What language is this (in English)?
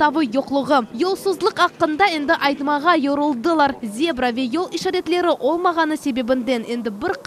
Crimean Tatar